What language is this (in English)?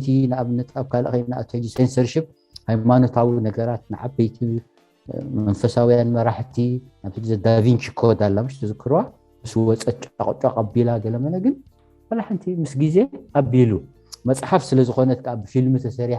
Tigrinya